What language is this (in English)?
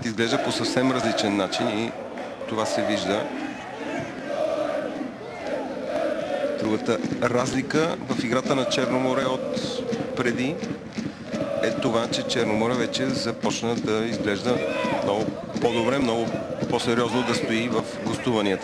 Bulgarian